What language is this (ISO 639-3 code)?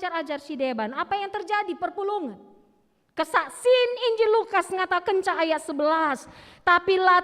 btx